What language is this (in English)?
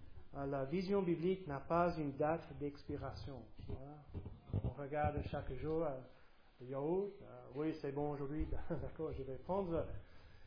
French